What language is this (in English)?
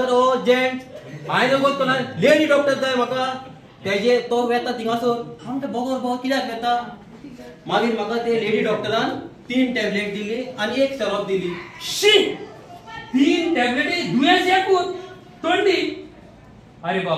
Konkani